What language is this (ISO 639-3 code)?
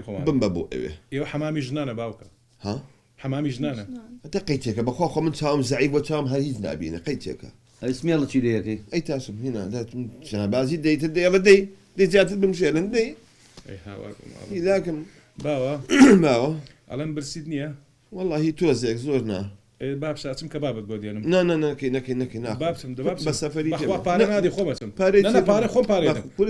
ckb